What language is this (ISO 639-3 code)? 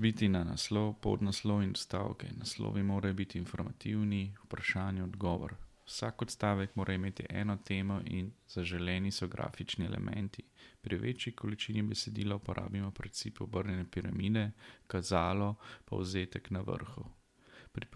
slv